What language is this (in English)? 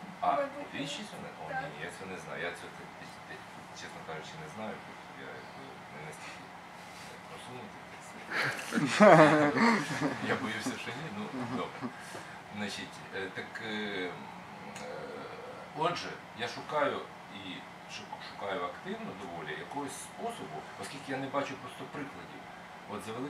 Ukrainian